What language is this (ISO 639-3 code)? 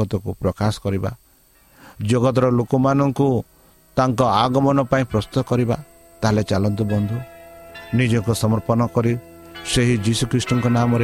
ori